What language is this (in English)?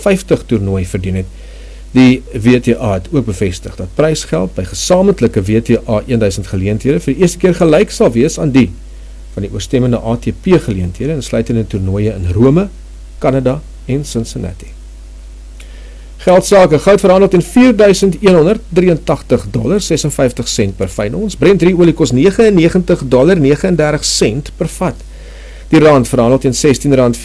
Afrikaans